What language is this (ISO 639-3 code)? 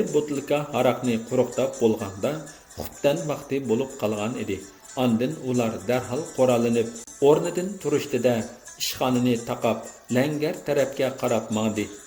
uig